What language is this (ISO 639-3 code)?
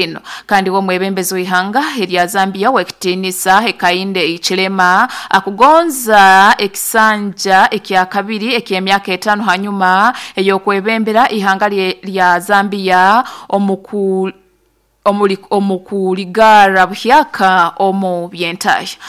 nyo